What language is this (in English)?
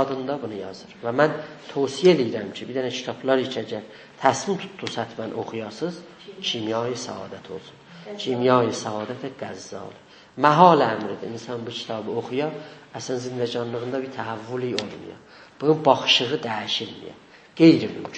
South Azerbaijani